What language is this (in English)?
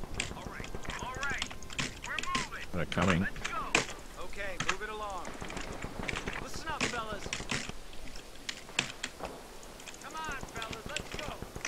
English